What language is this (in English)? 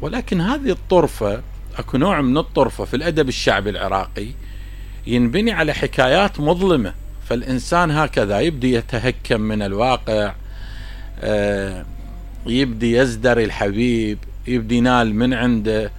Mesopotamian Arabic